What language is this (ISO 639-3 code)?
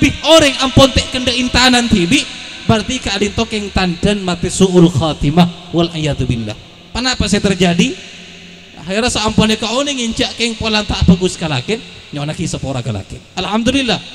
mad